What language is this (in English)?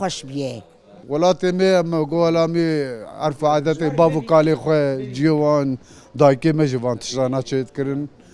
Kurdish